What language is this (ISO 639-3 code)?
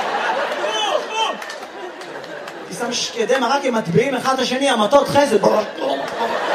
heb